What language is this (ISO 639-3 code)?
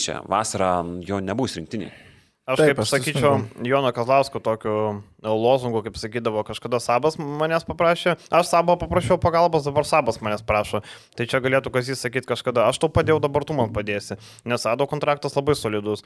lit